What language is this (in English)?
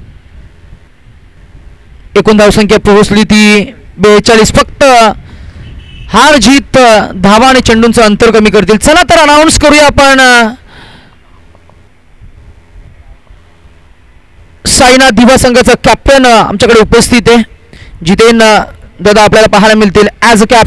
Marathi